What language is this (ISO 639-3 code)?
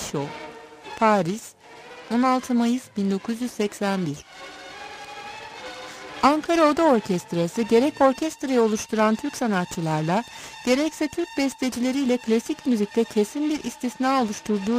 tur